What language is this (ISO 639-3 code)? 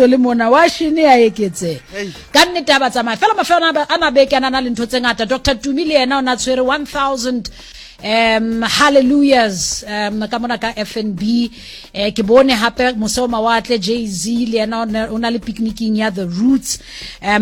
sot